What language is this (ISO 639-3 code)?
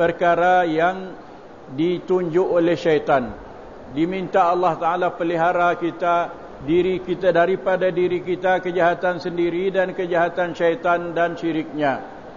msa